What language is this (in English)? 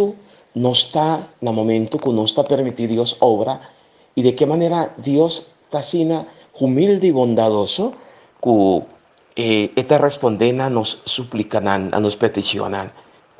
Papiamento